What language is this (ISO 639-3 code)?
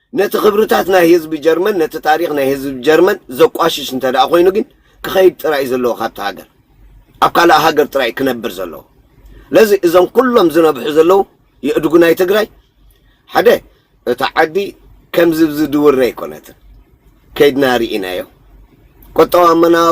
tir